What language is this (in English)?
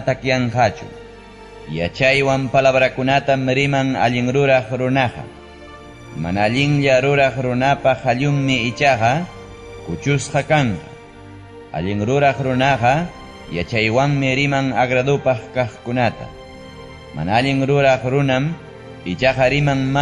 Ayacucho Quechua